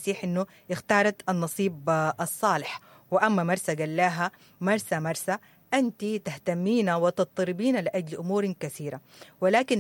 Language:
Sudanese Arabic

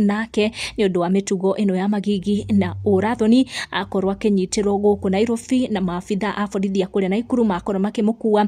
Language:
Kikuyu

